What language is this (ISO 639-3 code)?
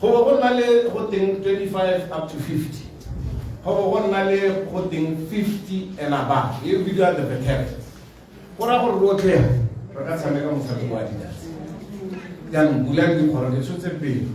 tsn